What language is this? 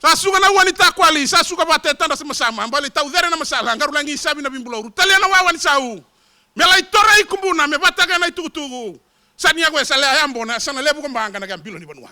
Fijian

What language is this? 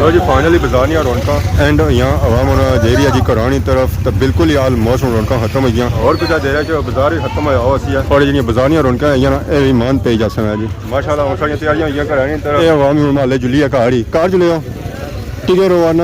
Pahari-Potwari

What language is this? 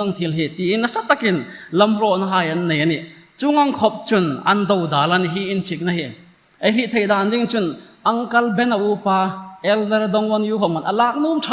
Hmar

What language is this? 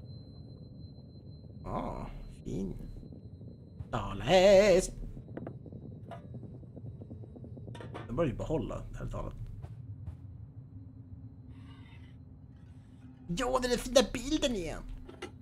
Swedish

